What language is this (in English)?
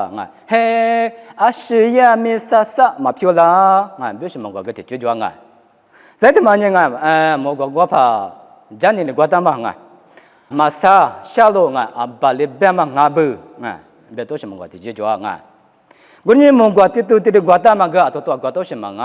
Lisu